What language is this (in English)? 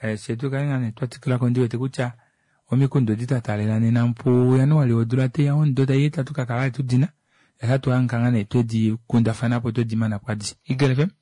Kuanyama